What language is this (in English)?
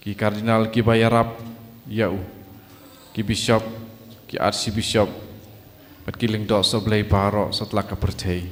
Khasi